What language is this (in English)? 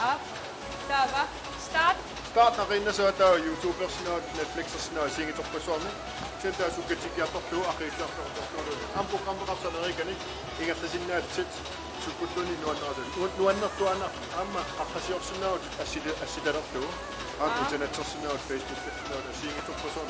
Kalaallisut